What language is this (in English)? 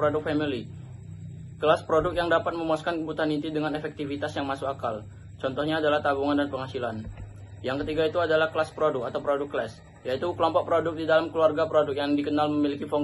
Indonesian